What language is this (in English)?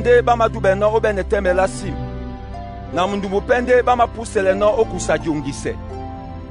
Duala